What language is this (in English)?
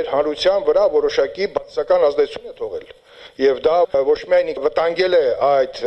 Armenian